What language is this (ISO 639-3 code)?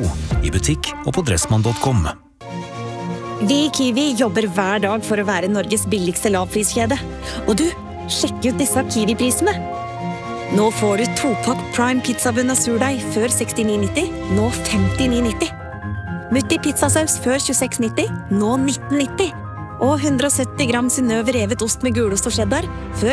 nor